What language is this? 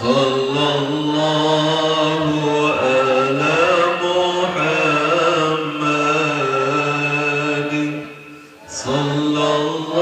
Sasak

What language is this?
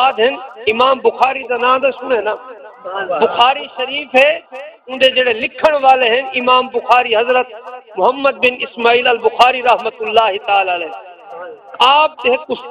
Saraiki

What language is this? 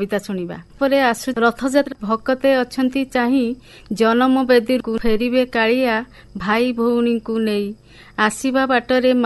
Odia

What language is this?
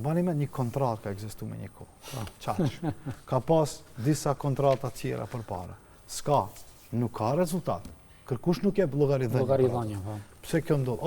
Albanian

